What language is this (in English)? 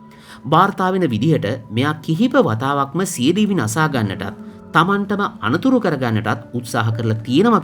Sinhala